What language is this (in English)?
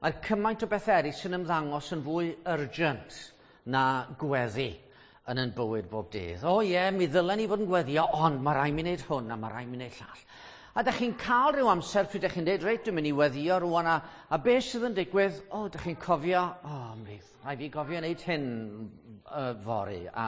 Welsh